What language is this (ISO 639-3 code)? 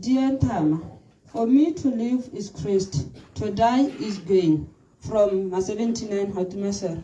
tsn